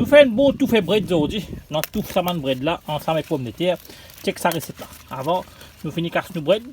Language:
Morisyen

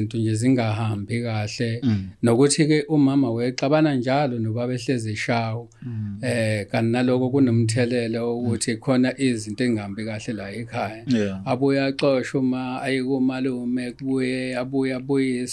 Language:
Zulu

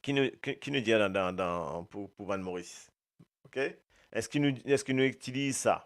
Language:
Morisyen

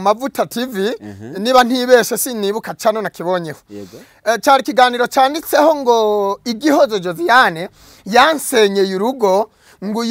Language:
Kinyarwanda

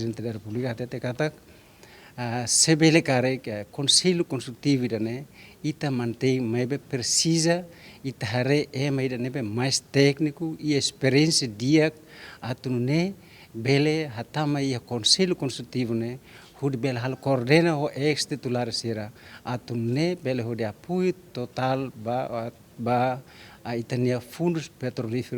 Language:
Tetum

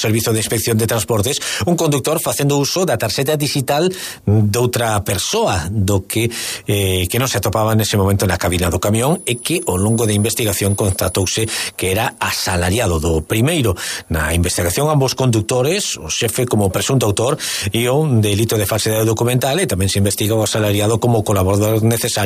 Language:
Galician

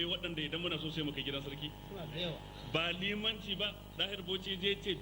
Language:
Hausa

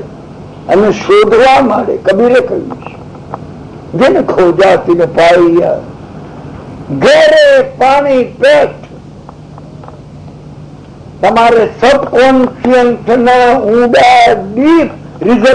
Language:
Gujarati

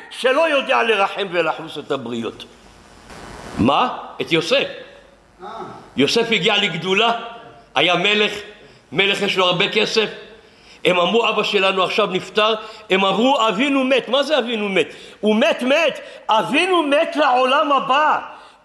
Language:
Hebrew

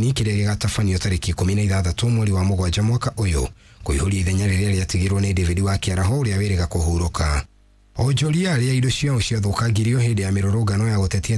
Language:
Kikuyu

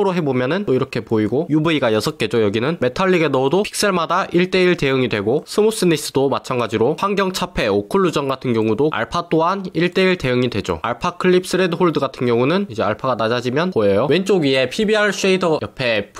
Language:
Korean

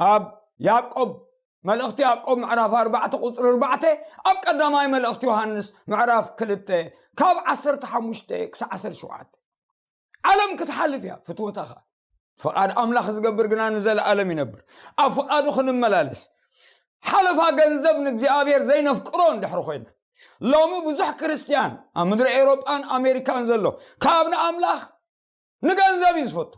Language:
Tigrinya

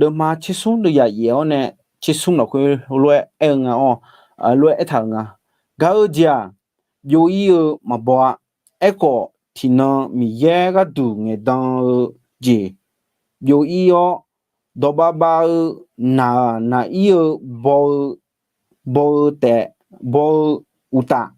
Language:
Akha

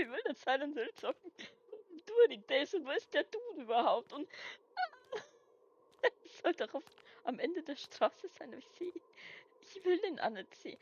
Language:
Bavarian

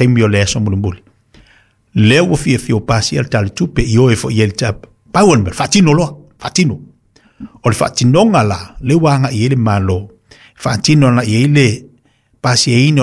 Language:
Samoan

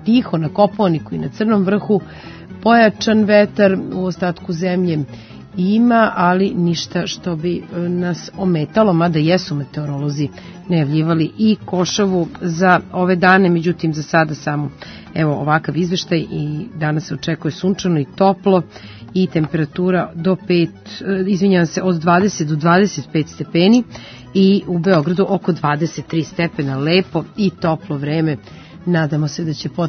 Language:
Serbian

